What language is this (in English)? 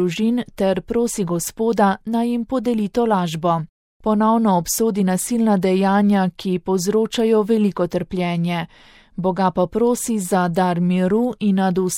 Slovenian